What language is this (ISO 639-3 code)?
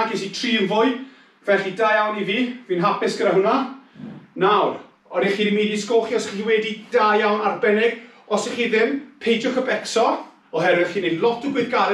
cym